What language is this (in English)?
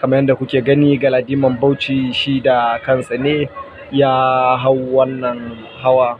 Hausa